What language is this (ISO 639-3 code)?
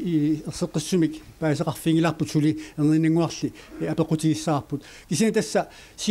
kal